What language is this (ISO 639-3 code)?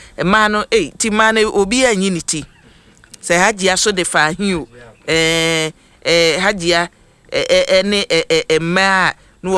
aka